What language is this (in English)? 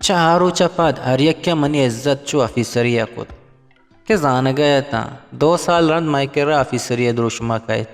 Eastern Balochi